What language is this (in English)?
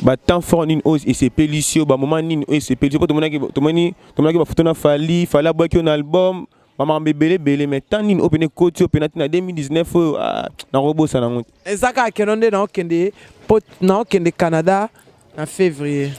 Lingala